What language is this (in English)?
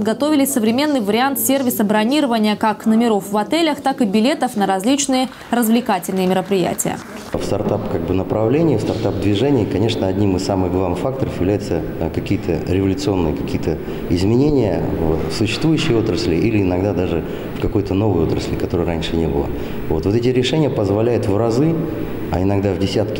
Russian